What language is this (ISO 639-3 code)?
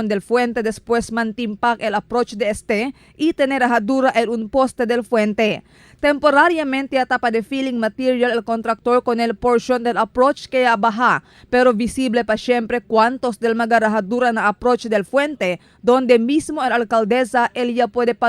cbk